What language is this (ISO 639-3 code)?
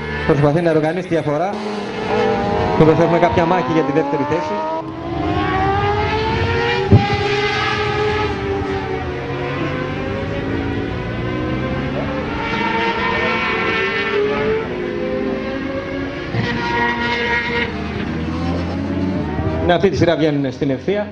ell